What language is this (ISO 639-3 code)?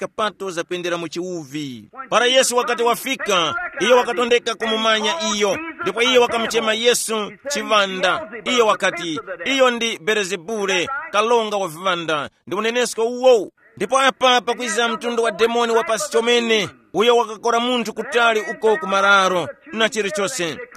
tum